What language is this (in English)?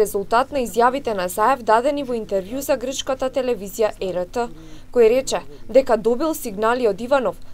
Macedonian